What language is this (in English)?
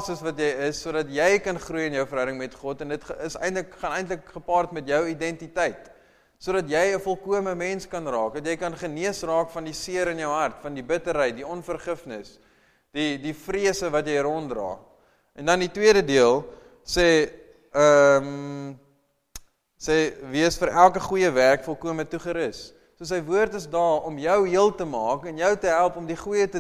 Afrikaans